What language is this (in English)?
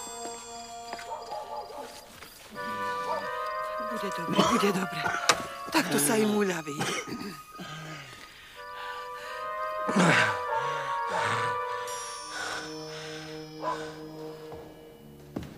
Slovak